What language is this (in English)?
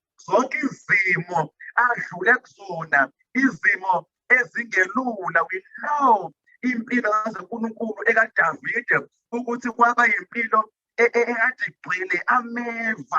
Zulu